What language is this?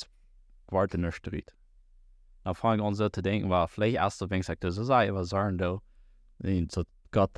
Plautdietsch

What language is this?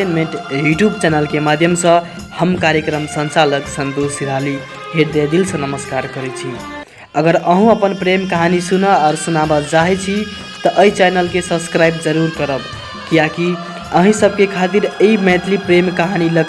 Maithili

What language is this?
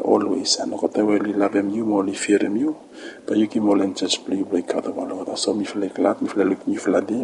Bislama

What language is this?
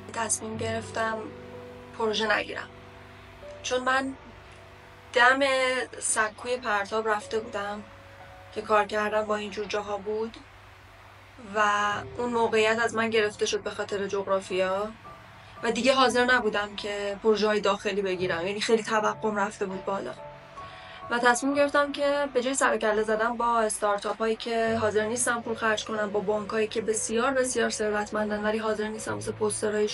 Persian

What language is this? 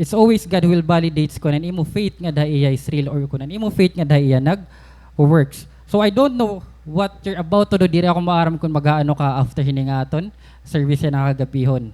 Waray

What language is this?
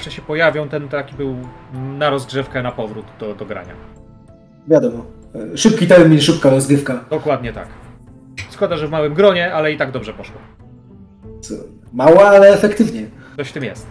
Polish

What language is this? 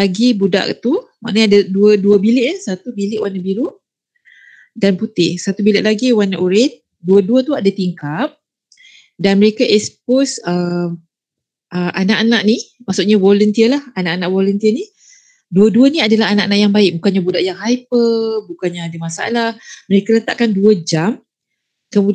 Malay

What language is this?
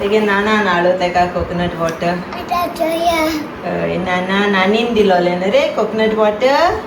Konkani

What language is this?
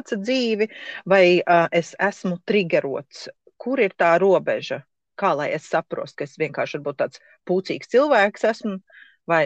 Latvian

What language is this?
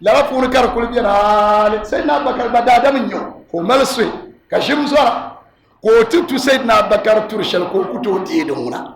Dagbani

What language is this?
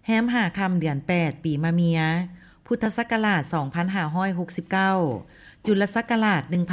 Lao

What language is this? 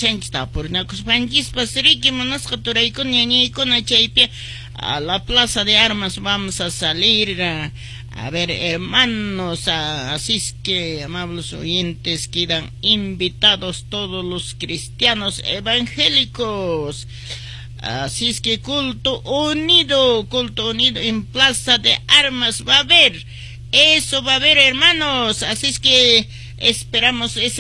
Quechua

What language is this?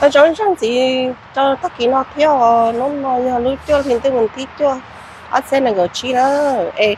Hmong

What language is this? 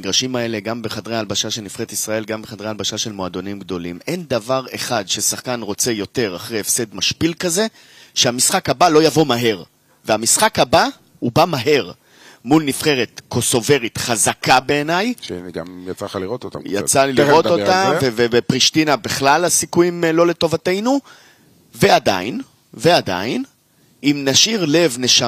Hebrew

